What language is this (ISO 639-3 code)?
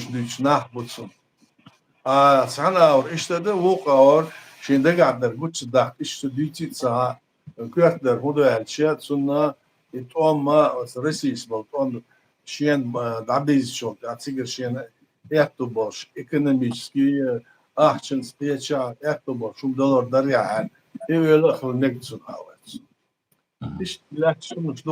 che